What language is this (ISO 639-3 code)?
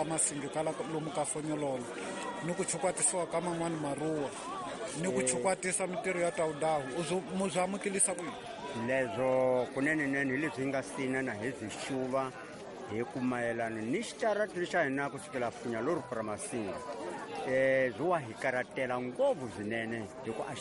tso